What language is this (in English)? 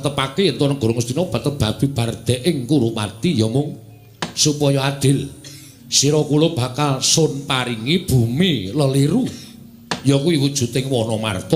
Javanese